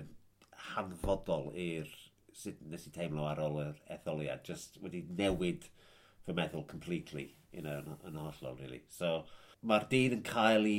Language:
Welsh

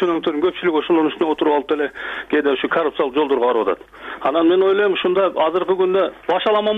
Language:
Kyrgyz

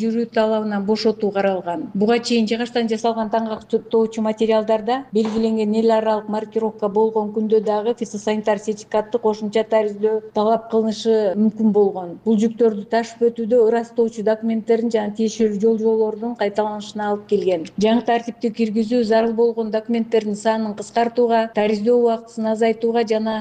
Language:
Kyrgyz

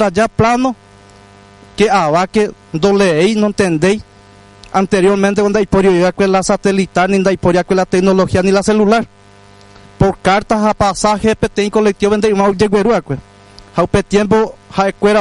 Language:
Guarani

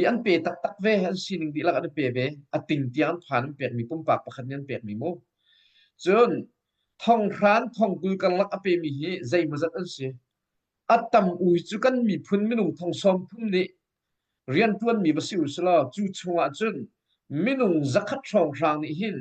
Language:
Hakha Chin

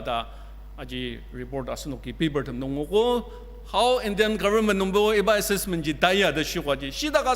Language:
Ao Naga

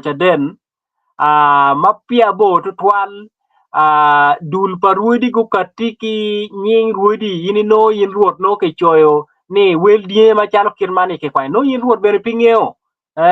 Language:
Acoli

